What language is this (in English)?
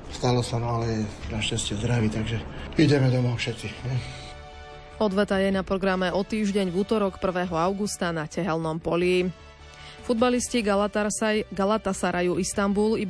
Slovak